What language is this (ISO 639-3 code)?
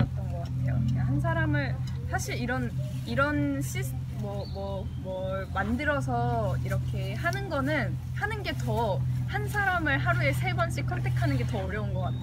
kor